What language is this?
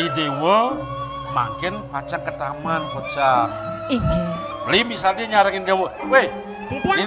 Balinese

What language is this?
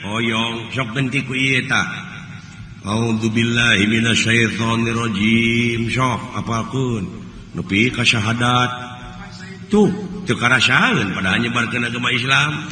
Sundanese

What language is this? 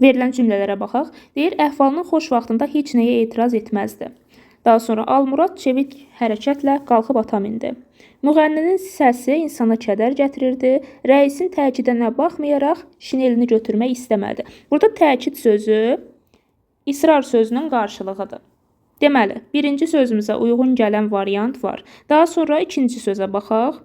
Azerbaijani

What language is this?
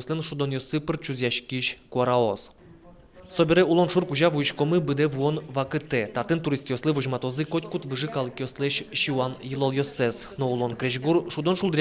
Udmurt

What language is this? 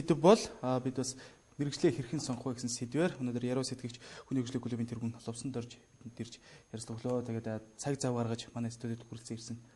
Mongolian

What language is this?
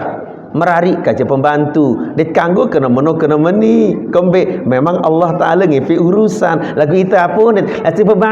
Sasak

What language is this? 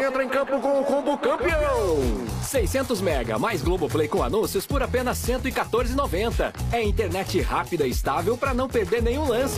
Portuguese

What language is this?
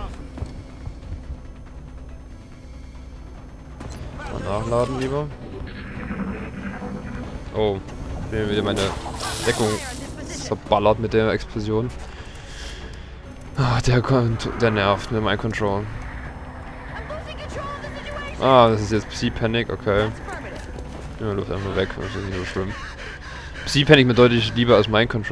German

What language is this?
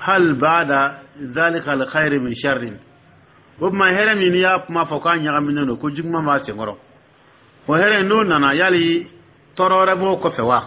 Dyula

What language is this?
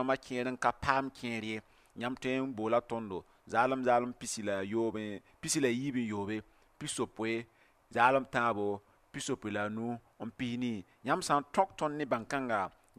Mossi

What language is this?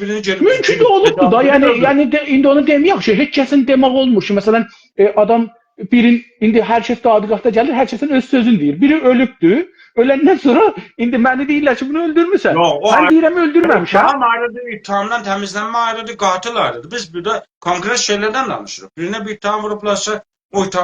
South Azerbaijani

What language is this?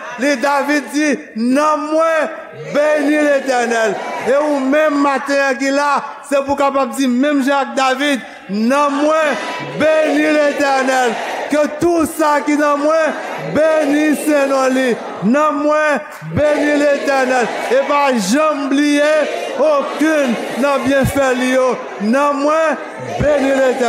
Haitian Creole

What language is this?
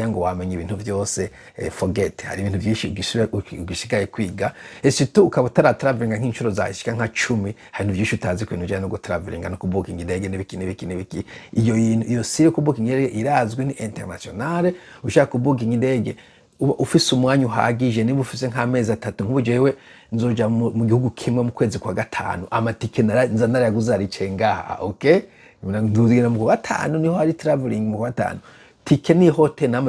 Rundi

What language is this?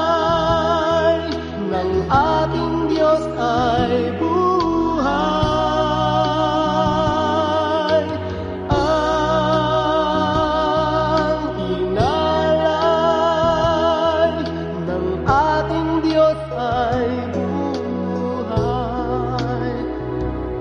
Filipino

